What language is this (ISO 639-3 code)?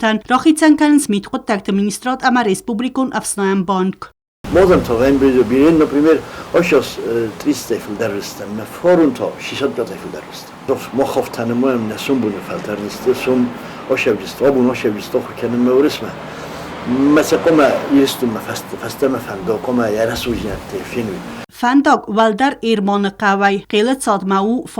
oss